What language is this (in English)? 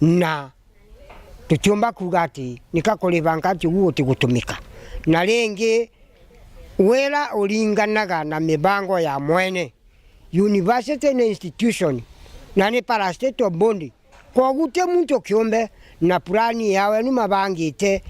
Meru